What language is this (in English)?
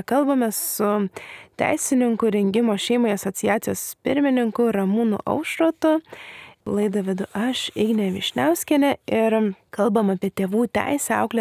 Lithuanian